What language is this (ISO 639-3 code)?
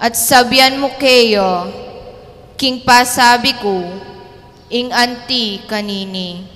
pam